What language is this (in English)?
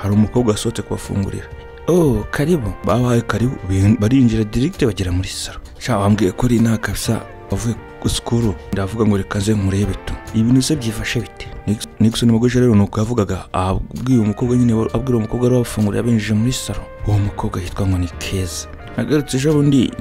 Kinyarwanda